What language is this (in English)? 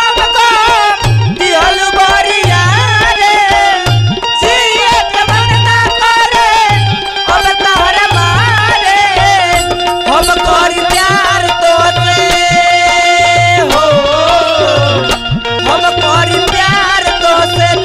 Bhojpuri